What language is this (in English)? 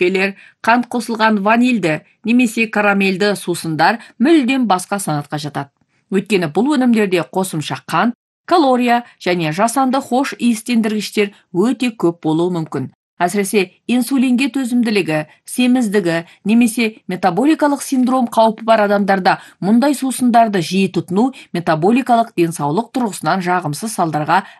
Kazakh